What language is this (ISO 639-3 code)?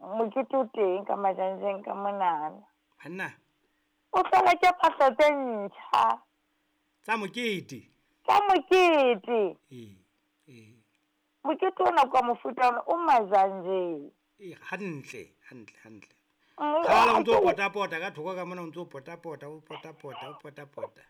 sot